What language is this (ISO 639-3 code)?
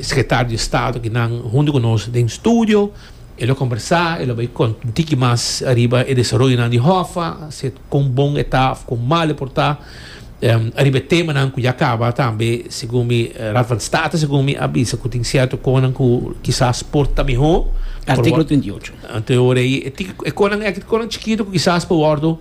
pap